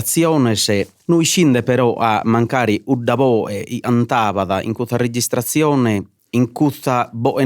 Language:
Sardinian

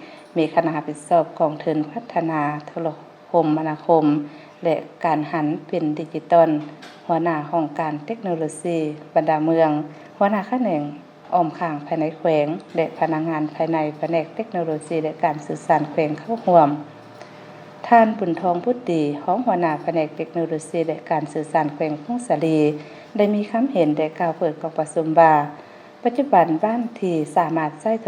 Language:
Lao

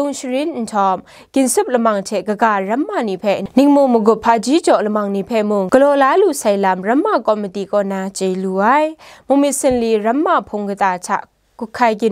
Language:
Kachin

